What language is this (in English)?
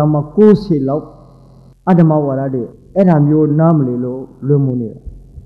Burmese